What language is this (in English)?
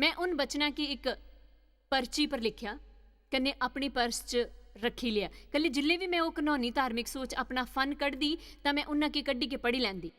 Dogri